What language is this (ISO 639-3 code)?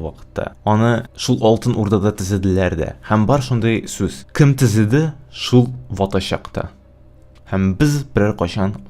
tat